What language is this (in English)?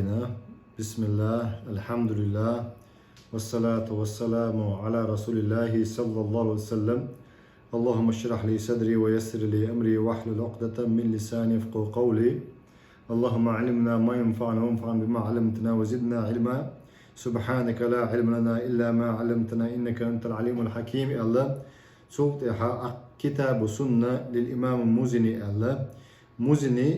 Chechen